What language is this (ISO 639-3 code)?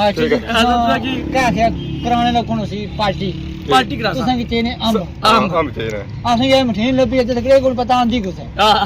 phr